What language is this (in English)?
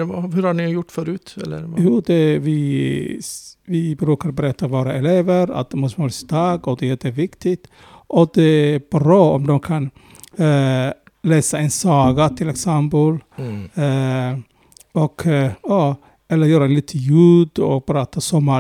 Swedish